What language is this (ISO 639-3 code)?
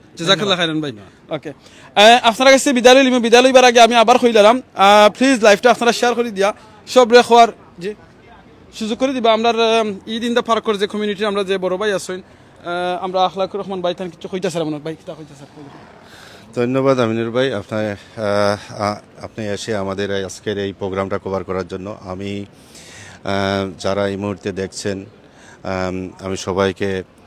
syl